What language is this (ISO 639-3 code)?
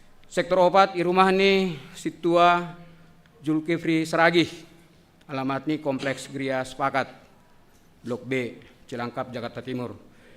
bts